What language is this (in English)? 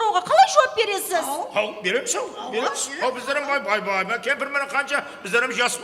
Kara-Kalpak